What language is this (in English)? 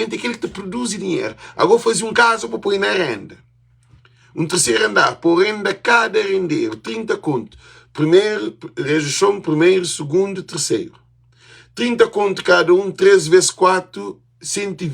Kabuverdianu